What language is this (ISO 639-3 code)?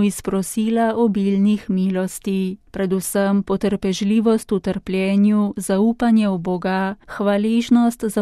slv